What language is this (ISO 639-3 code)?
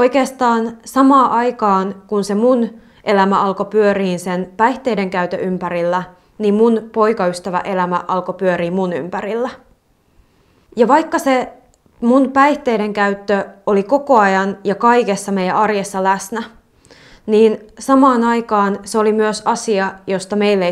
fin